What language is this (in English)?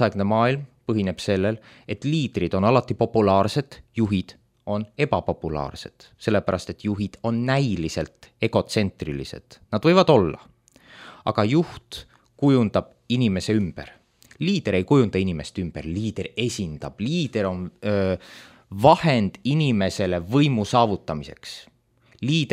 Estonian